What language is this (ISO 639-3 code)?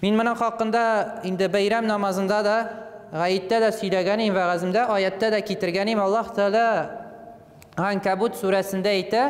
tat